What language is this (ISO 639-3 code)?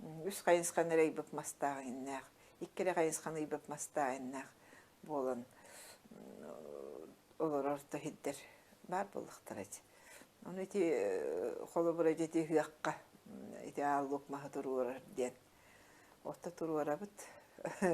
sah